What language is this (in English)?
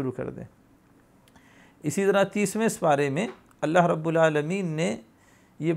Urdu